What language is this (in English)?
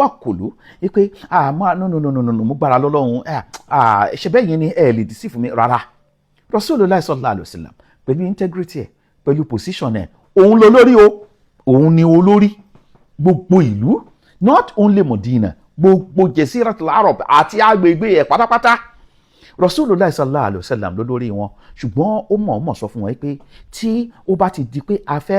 Yoruba